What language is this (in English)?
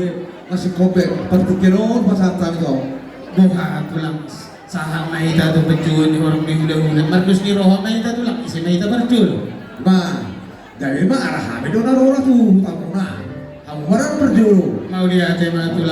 Batak Toba